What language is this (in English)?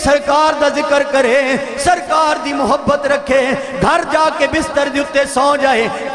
Western Panjabi